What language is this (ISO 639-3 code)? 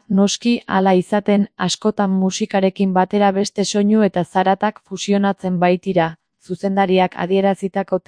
eus